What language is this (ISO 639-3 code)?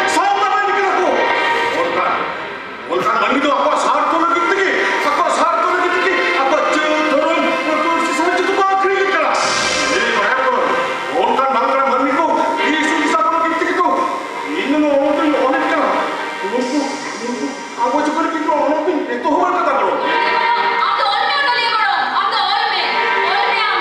sat